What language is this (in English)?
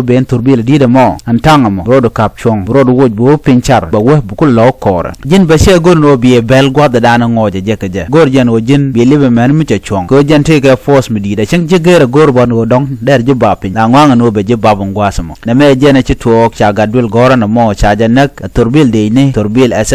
Nuer